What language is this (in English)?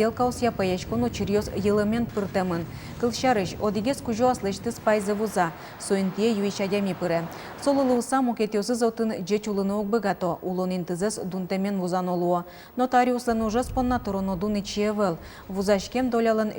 Udmurt